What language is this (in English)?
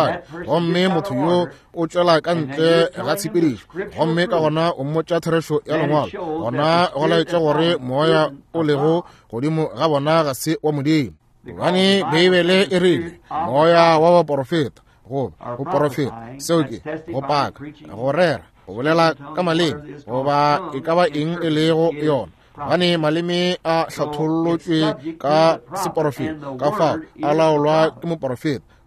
Northern Sotho